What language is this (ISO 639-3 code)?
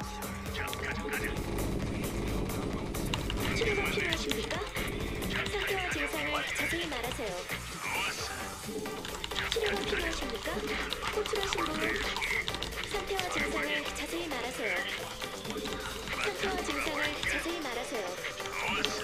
kor